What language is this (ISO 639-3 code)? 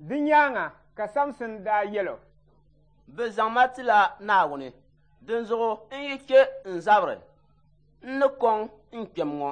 dag